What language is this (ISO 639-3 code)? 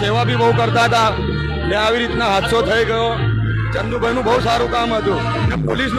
guj